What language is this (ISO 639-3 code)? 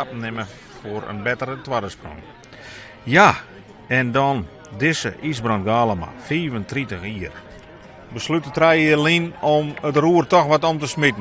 fry